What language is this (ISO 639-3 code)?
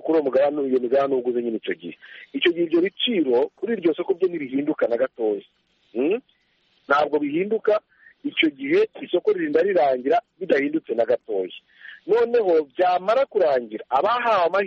kin